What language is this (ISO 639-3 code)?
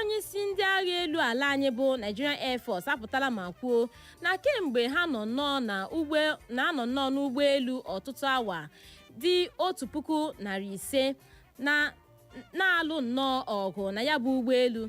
ibo